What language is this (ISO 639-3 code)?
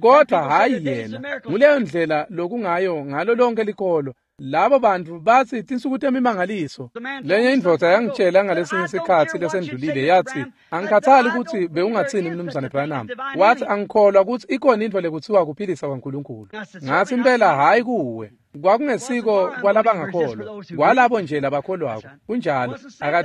ssw